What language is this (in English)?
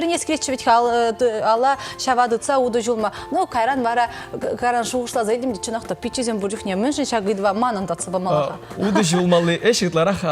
Chuvash